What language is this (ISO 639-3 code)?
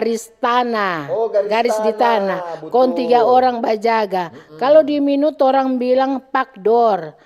xmm